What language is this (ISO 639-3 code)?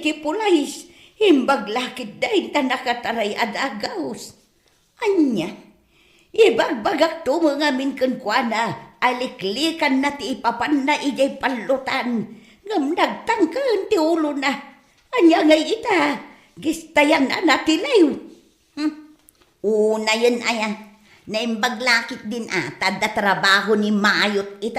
ilo